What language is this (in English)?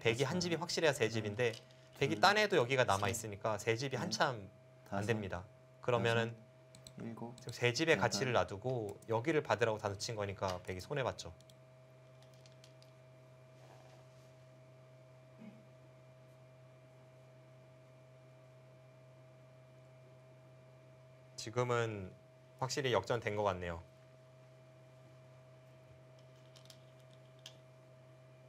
Korean